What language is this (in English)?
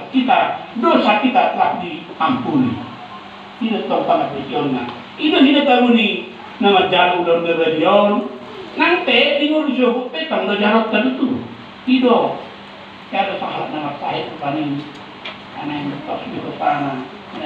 Batak Toba